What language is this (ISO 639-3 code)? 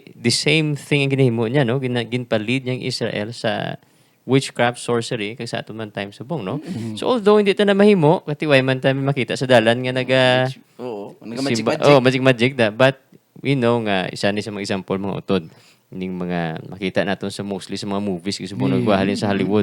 hil